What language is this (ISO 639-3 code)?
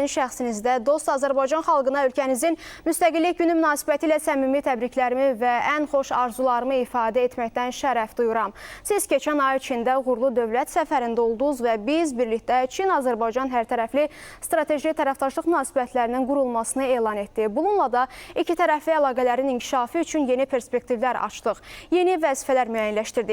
aze